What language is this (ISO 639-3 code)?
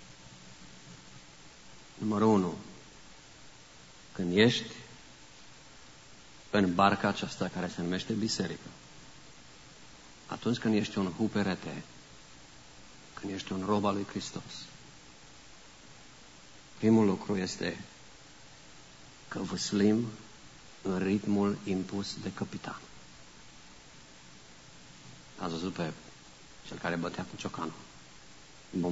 ron